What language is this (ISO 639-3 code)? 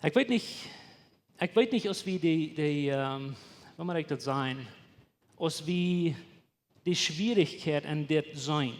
pdt